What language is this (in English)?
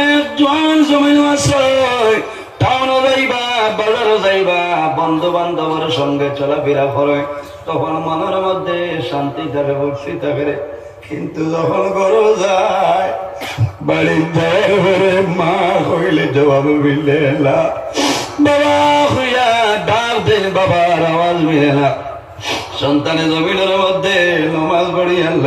Sylheti